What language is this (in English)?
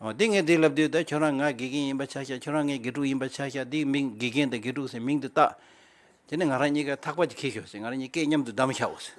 Tibetan